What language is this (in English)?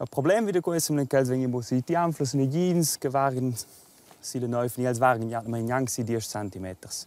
Romansh